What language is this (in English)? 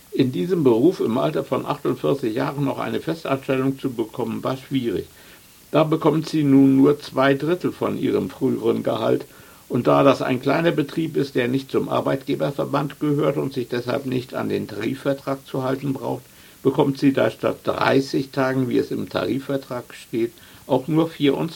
German